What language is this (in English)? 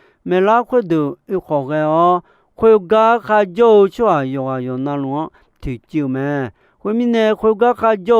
Akha